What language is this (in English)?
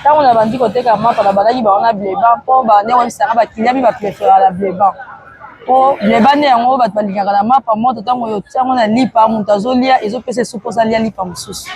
Lingala